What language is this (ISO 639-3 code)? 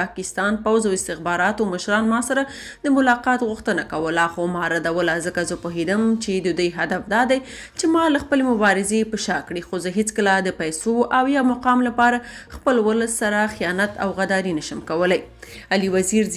pus